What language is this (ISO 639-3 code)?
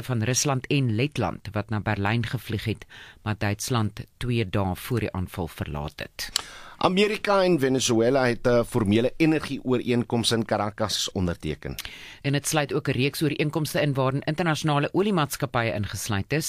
afr